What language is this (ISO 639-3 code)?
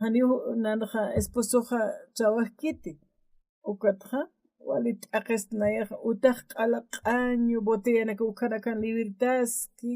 aym